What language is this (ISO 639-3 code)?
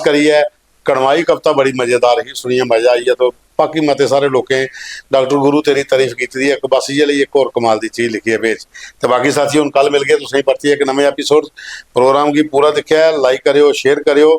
doi